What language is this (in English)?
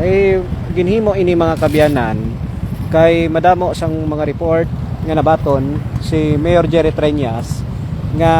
Hiligaynon